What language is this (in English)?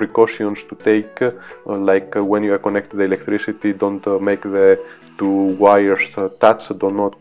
English